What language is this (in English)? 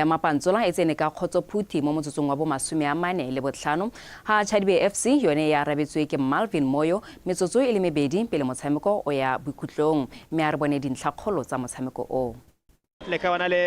Tswana